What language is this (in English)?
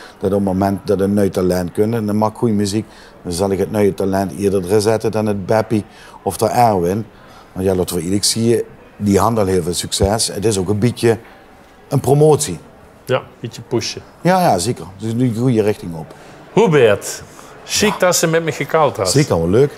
Limburgish